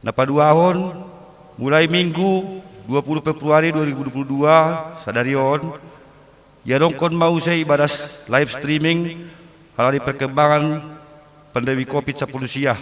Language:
Batak Simalungun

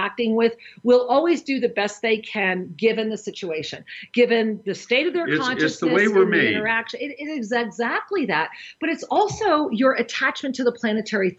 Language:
English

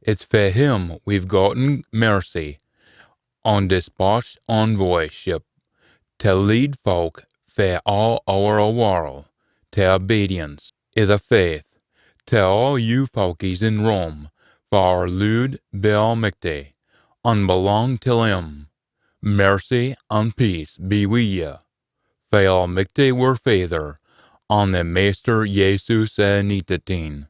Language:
Scots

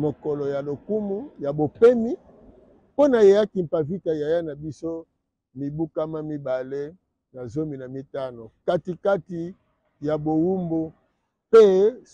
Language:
Lingala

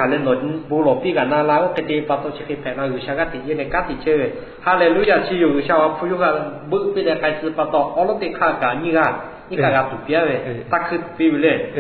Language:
Lahu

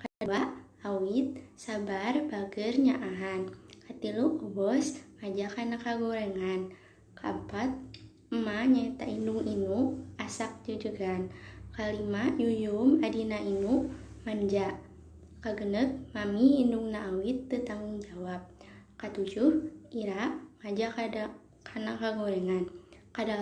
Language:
Sundanese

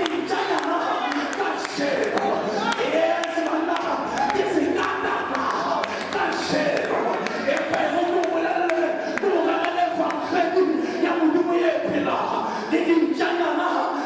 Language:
Southern Sotho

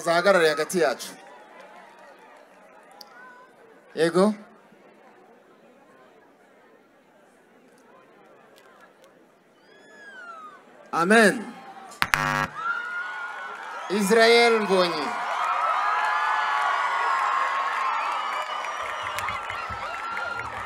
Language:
Kinyarwanda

